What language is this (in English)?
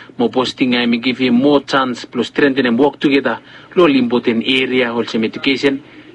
Bislama